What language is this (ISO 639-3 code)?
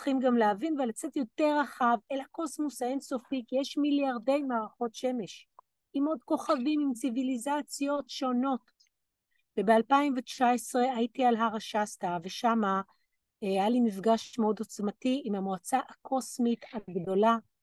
heb